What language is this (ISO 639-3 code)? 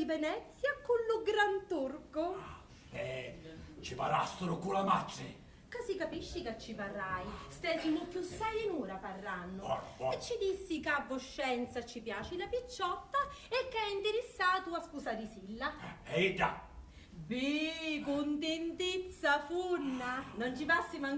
scn